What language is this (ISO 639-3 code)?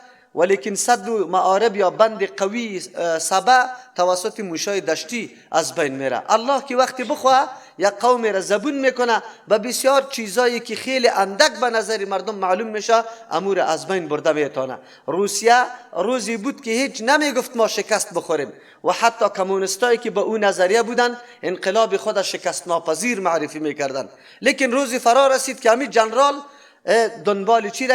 fas